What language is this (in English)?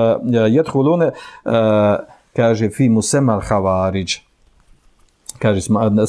Bosnian